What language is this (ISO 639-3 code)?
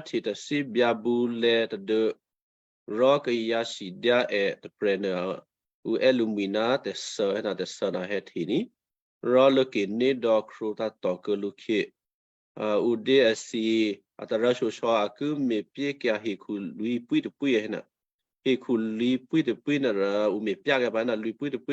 kyu